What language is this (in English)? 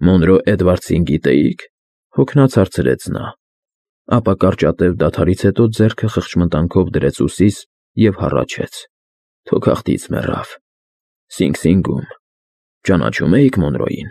Armenian